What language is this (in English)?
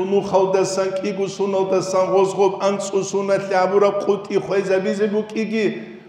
Avaric